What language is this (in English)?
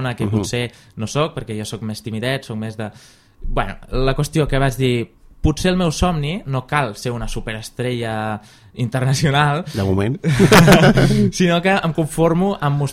Catalan